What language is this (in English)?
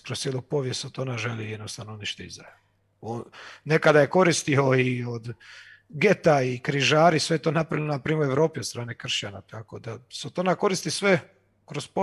Croatian